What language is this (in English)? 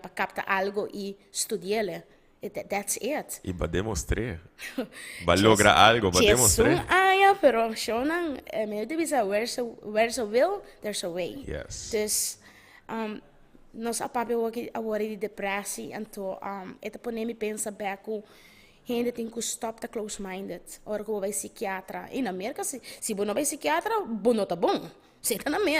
Papiamento